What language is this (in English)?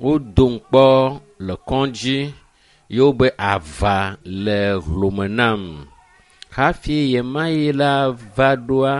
Ewe